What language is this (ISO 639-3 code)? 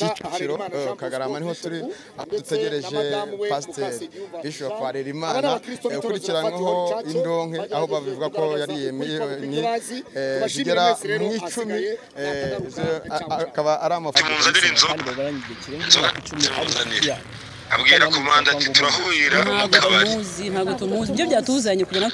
kin